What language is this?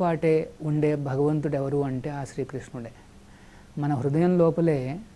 Telugu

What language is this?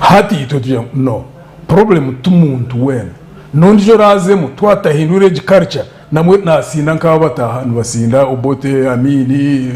Nyankole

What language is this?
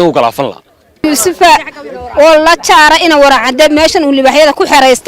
Somali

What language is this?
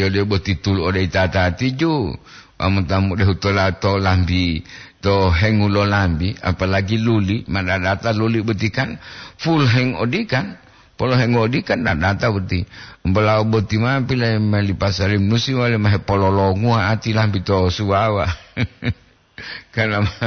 Gorontalo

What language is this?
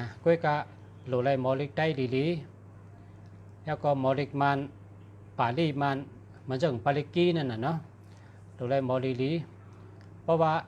Shan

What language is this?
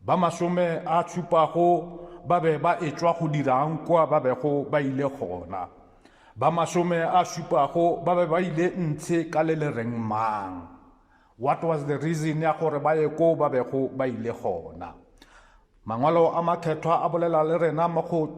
Northern Sotho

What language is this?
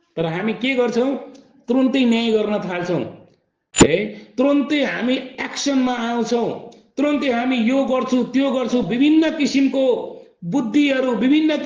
Nepali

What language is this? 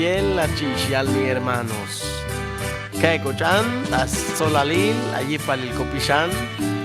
Chuj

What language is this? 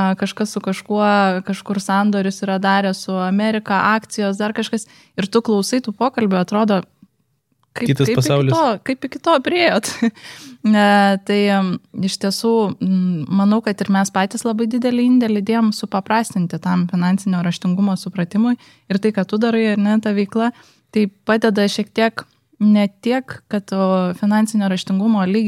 Lithuanian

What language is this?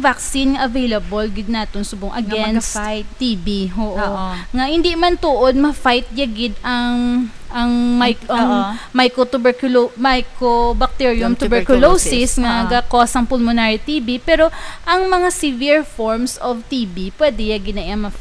Hiligaynon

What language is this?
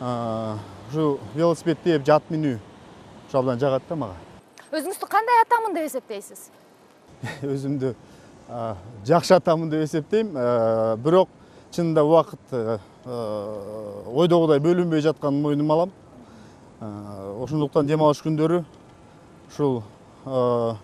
Kyrgyz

